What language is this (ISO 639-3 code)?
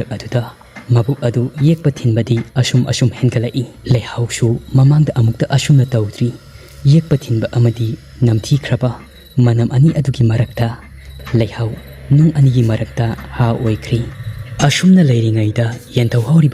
mni